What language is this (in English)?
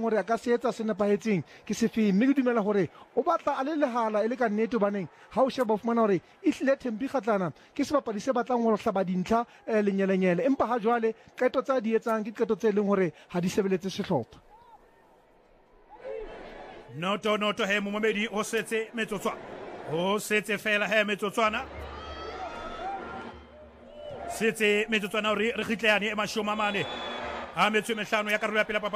Southern Sotho